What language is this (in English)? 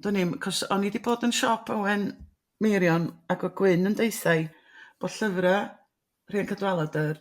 Welsh